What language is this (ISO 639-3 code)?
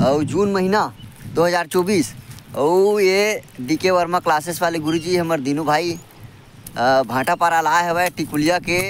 hne